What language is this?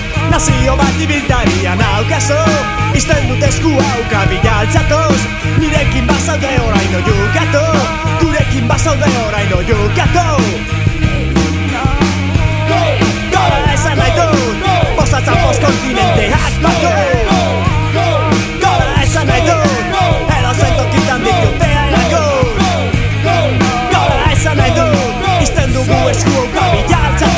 Basque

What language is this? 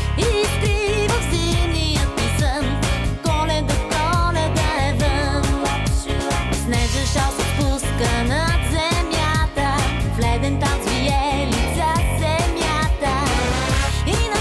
Bulgarian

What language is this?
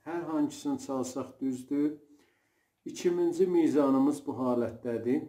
South Azerbaijani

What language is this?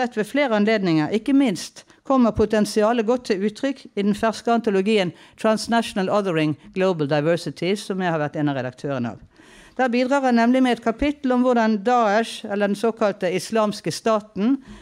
Norwegian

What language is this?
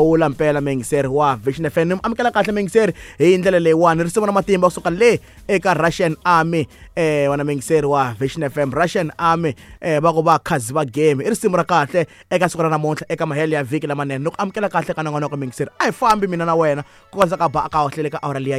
Tsonga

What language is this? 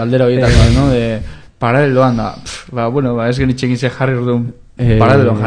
Basque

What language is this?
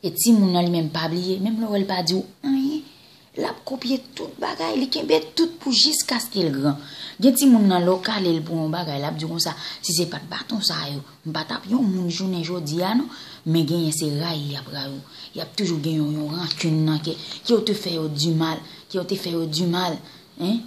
Haitian Creole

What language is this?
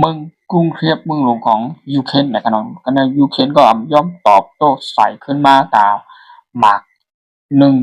Shan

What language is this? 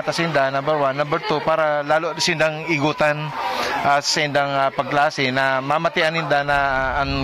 Bikol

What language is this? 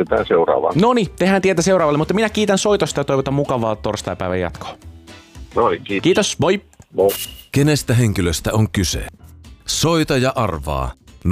Finnish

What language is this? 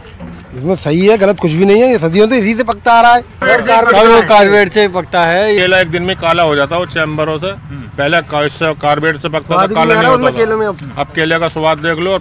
Hindi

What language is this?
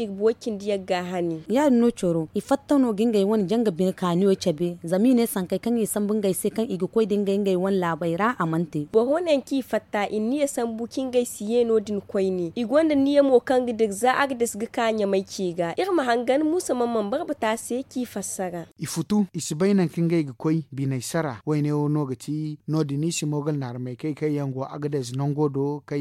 Zarma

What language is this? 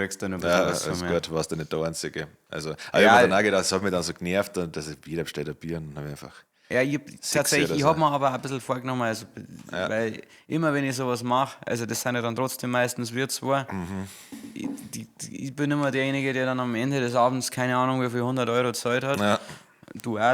Bavarian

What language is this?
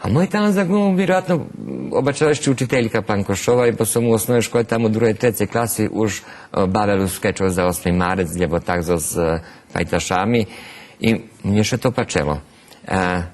Rusyn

